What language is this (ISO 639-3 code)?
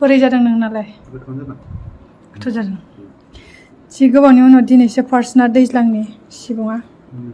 brx